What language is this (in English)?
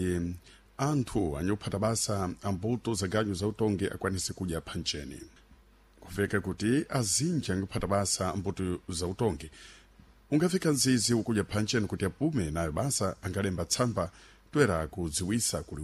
Sena